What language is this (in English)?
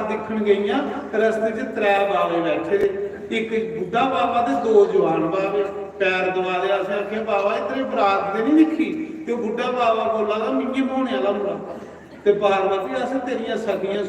Dogri